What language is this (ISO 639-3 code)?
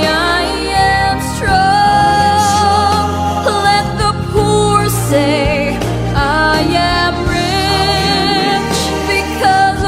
cmo